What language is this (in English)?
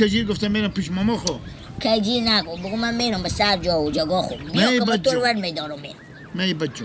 Persian